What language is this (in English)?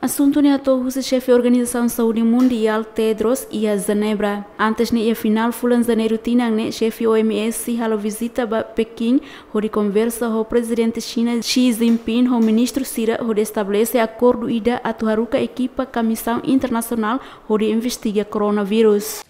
Tetum